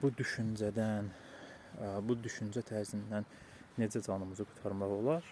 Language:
Azerbaijani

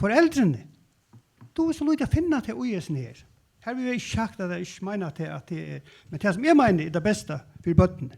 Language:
Faroese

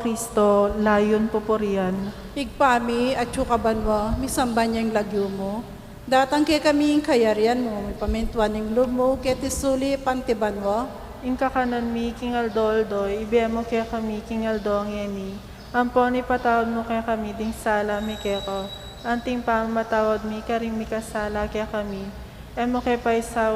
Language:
Pampanga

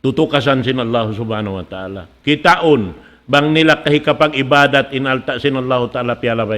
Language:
Tausug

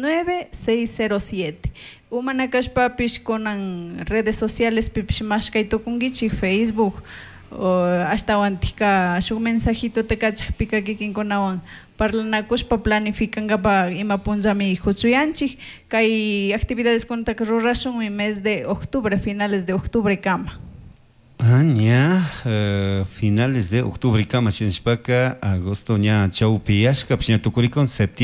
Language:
Chimborazo Highland Quichua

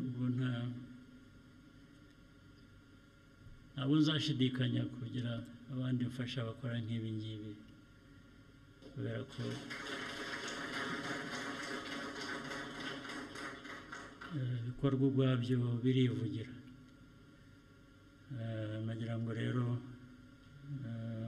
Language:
Kinyarwanda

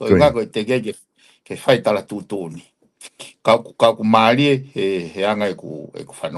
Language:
Tongan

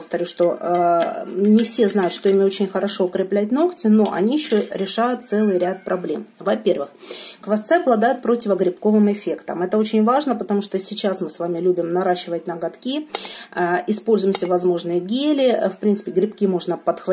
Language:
Russian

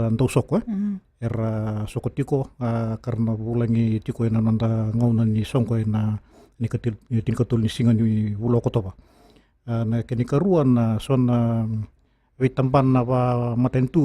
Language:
Fijian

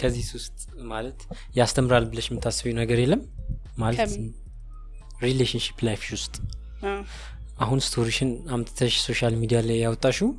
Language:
Amharic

